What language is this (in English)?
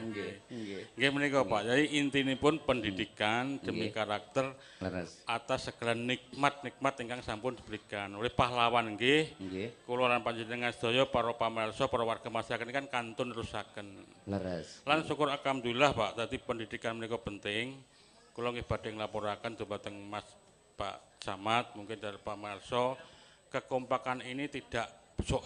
Javanese